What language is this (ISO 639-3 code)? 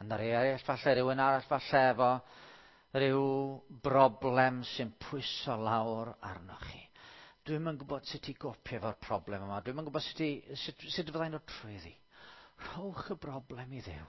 cym